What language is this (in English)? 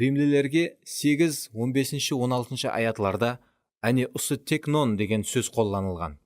Kara-Kalpak